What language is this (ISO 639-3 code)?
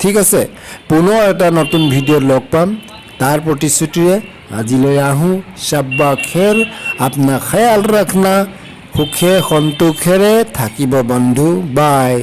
asm